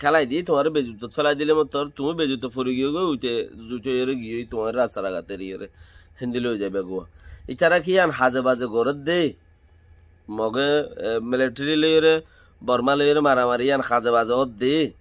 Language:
Rohingya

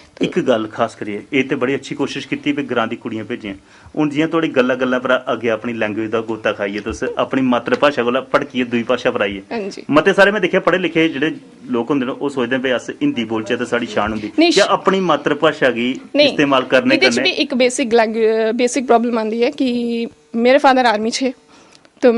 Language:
Dogri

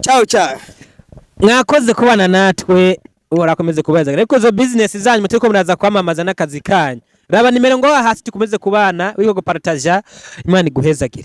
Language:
Rundi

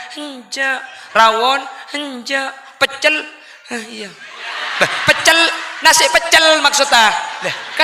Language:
Madurese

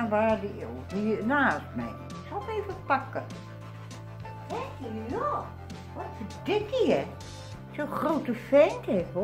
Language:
Dutch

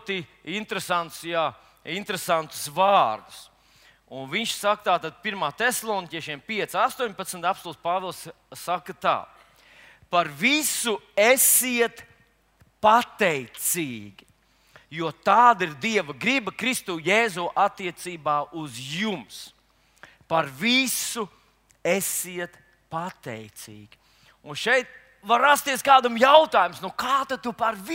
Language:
Latvian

